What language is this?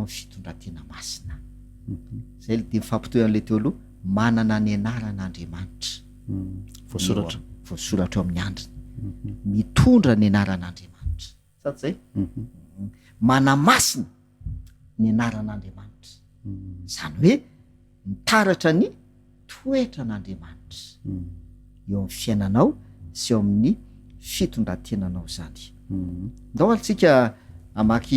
Malagasy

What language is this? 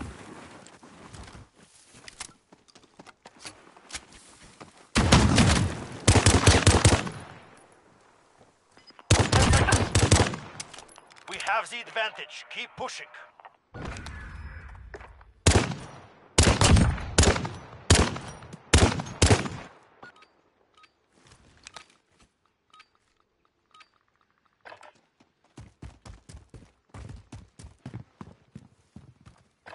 English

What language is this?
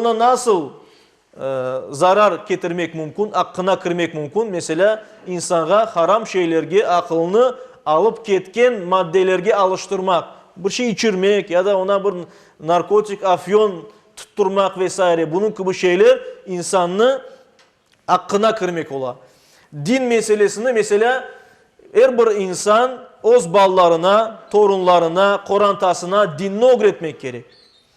Crimean Tatar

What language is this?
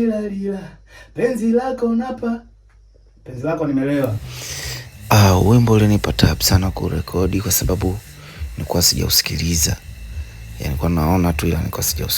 Swahili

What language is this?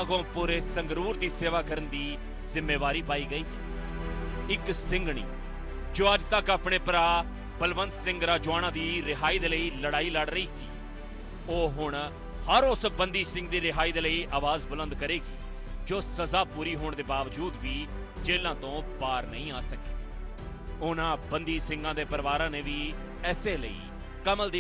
Punjabi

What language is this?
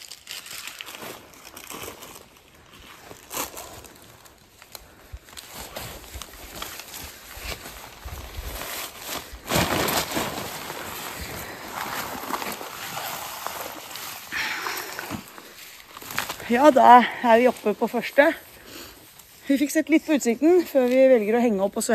Norwegian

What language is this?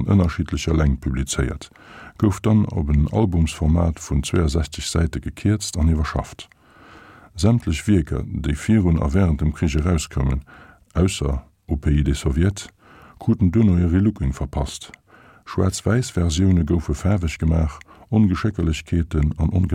Luxembourgish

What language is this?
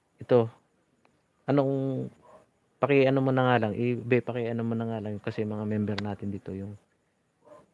Filipino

